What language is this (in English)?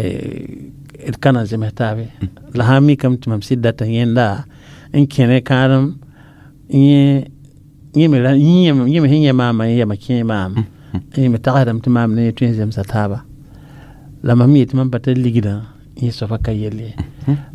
Mossi